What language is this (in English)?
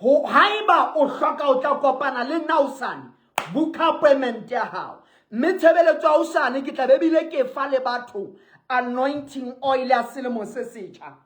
Southern Sotho